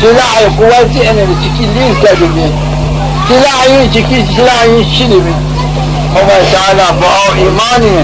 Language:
Zaza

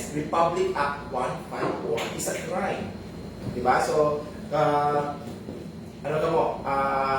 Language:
Hiligaynon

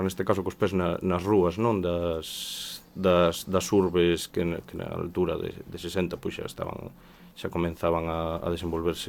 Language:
Galician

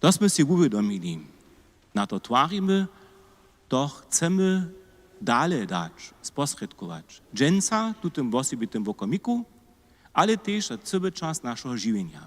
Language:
Upper Sorbian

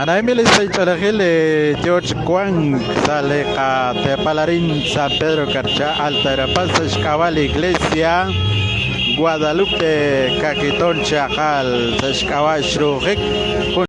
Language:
Kekchí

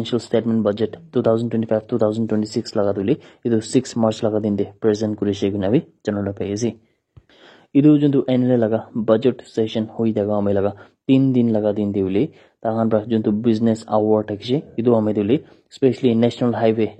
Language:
Naga Pidgin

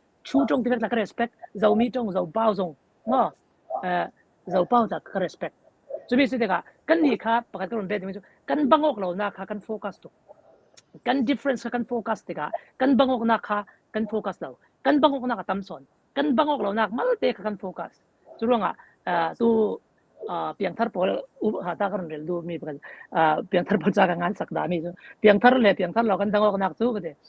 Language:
Falam Chin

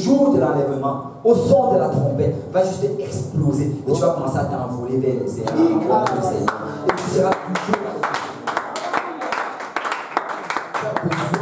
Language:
French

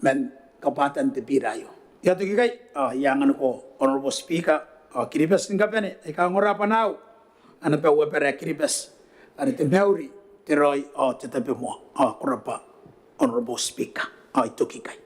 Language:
Gilbertese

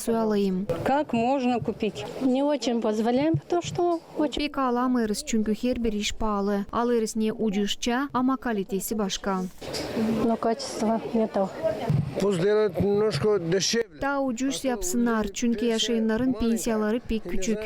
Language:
Gagauz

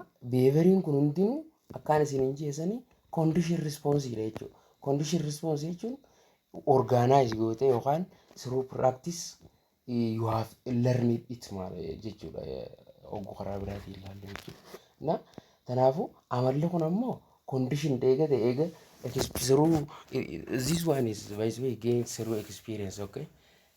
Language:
Oromo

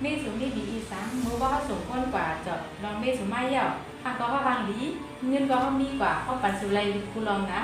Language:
Shan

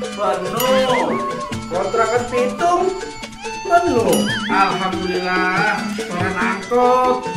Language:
Betawi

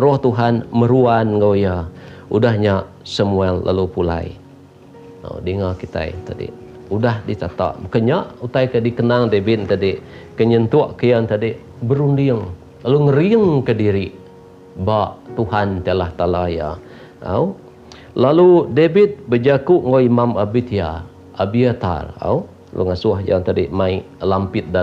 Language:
Iban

